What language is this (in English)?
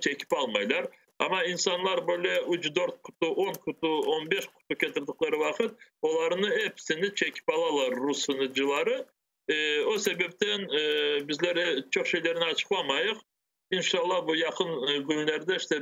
Crimean Tatar